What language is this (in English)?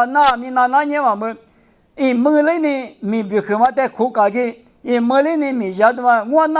Lisu